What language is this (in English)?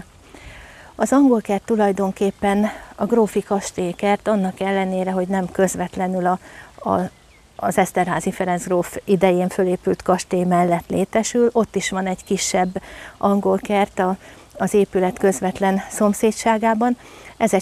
Hungarian